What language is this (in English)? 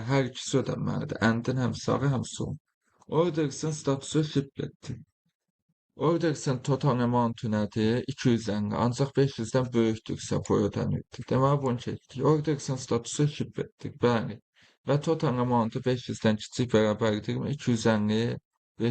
Azerbaijani